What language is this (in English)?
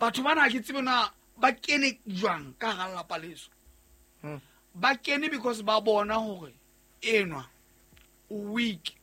Southern Sotho